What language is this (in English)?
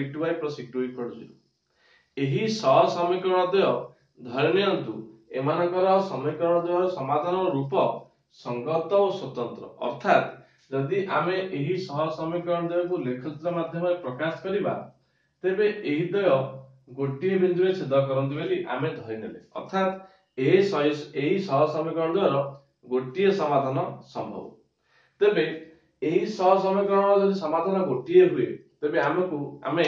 Odia